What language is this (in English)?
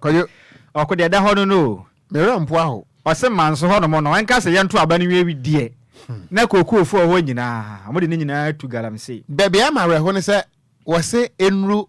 Akan